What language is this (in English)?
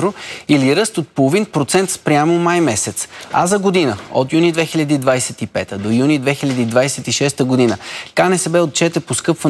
Bulgarian